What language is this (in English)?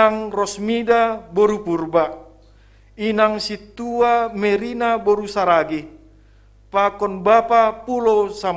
Batak Simalungun